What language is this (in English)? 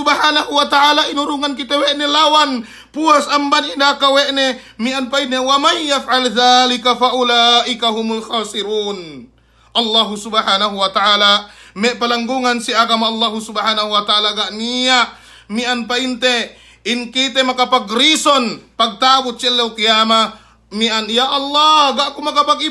Yakan